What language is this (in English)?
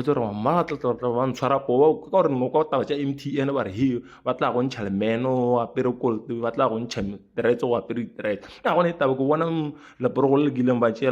Northern Sotho